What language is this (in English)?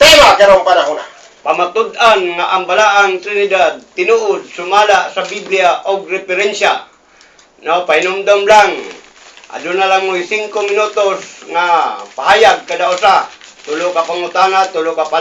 Cebuano